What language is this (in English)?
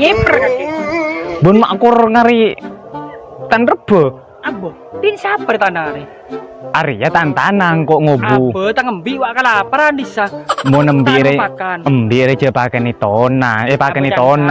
Madurese